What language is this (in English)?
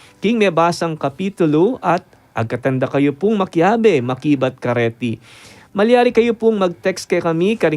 Pampanga